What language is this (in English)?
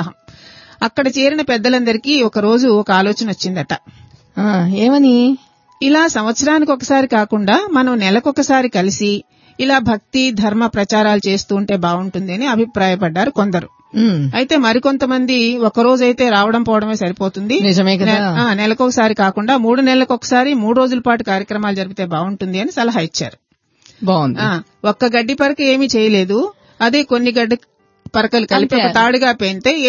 Telugu